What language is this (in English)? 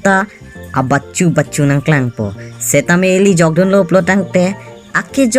Karbi